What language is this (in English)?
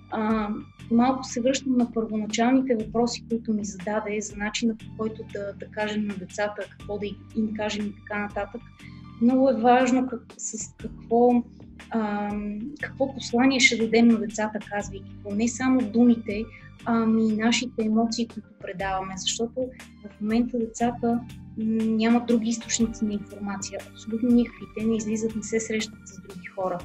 Bulgarian